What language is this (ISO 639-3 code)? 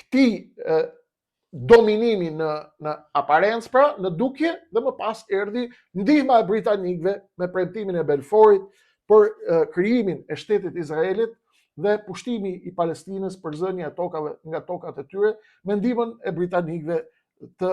sqi